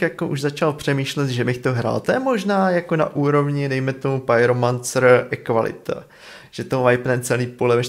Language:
Czech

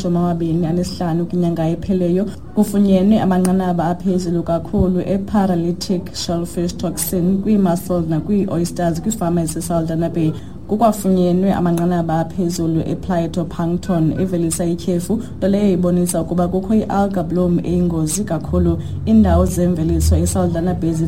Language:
Xhosa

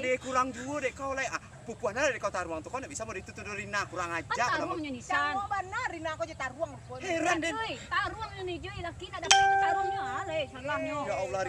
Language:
Minangkabau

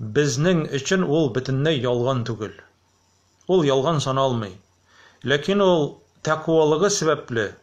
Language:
Tatar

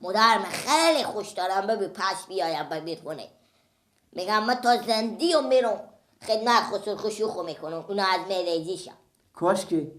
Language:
Persian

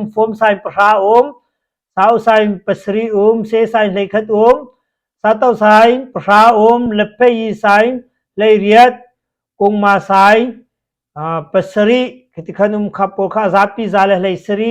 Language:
Hakha Chin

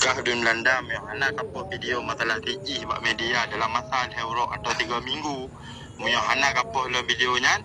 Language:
Achinese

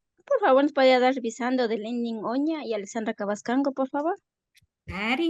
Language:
Imbabura Highland Quichua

